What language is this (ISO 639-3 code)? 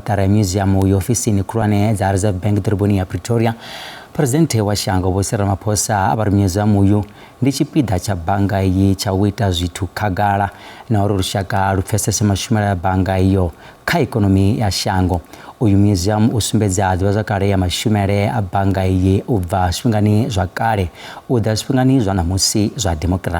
ven